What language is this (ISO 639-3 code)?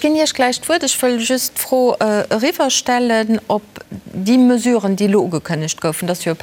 ltz